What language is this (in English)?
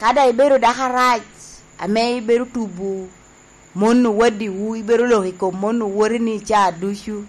Lango (Uganda)